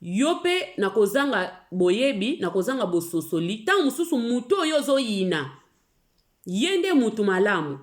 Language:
Lingala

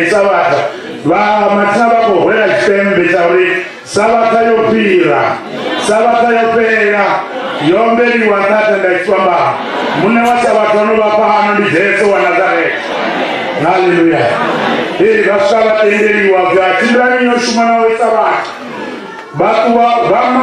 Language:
Venda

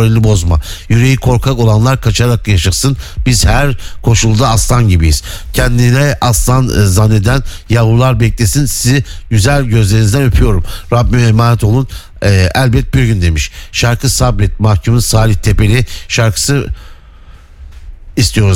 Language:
Turkish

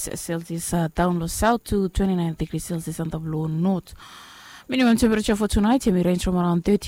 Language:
Bislama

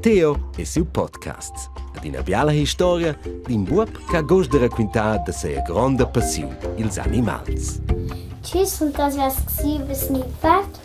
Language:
Romansh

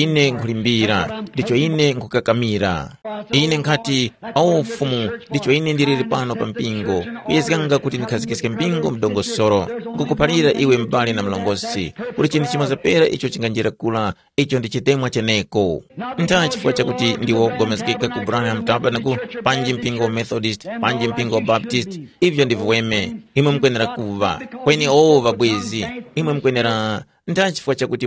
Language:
Tumbuka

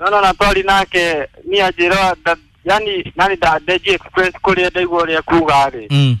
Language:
Kikuyu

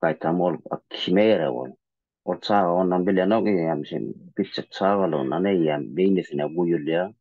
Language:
Turkmen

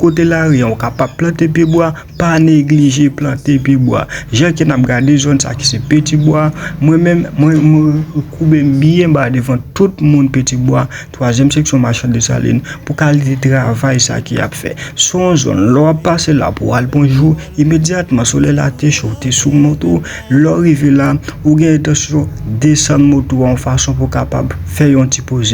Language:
Haitian Creole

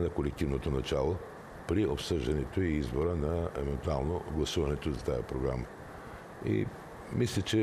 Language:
Bulgarian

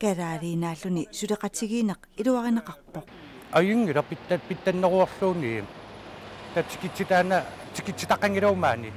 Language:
Kalaallisut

